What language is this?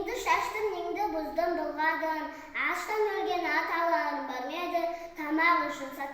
Kazakh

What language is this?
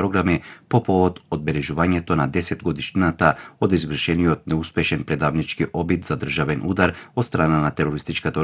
Macedonian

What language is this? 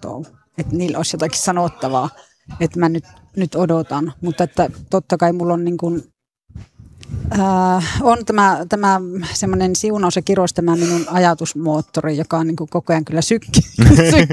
Finnish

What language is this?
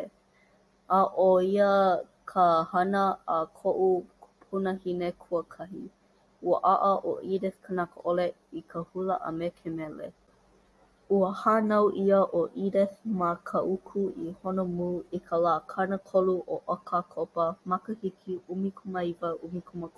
Hawaiian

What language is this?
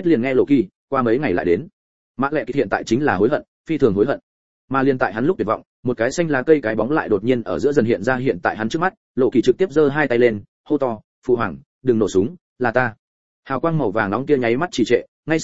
Vietnamese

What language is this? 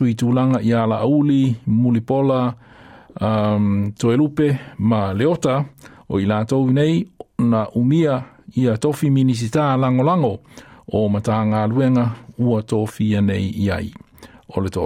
Samoan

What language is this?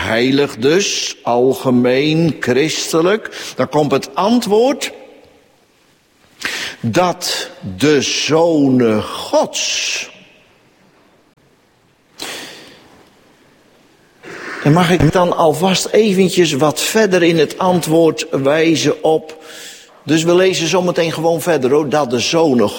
Dutch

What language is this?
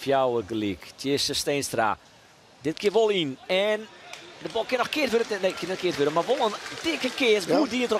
Western Frisian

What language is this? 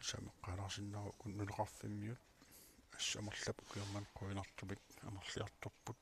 Kalaallisut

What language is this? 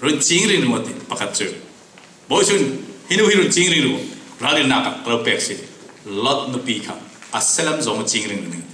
Falam Chin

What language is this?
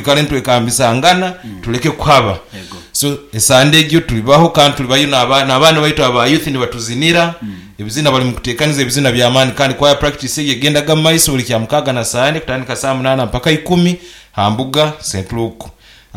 Nyoro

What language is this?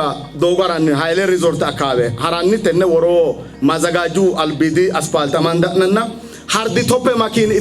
Sidamo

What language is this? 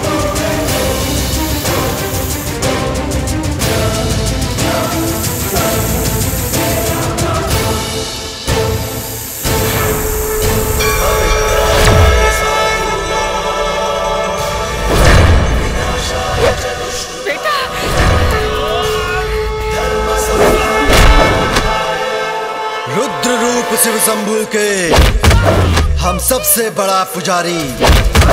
Bhojpuri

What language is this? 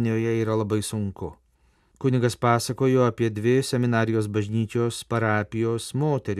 Lithuanian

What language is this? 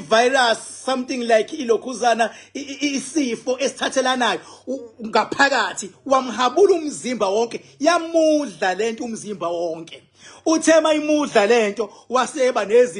Zulu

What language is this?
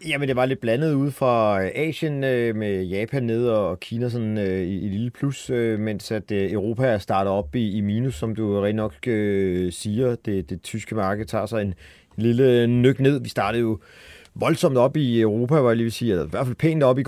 Danish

